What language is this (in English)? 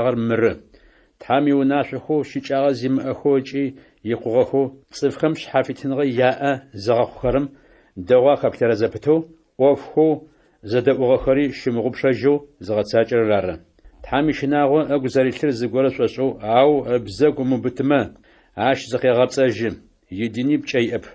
Adyghe